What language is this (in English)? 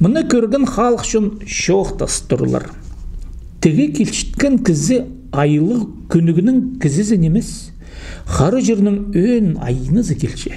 Khakas